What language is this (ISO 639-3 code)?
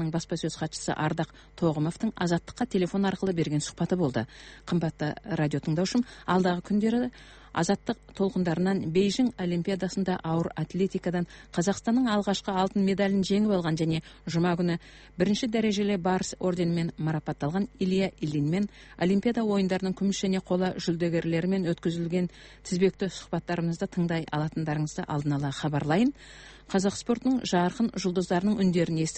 kaz